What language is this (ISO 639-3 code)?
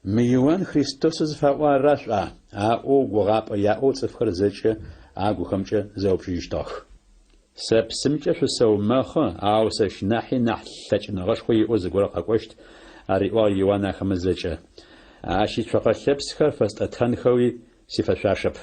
ady